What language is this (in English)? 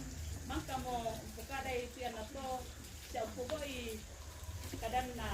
Toraja-Sa'dan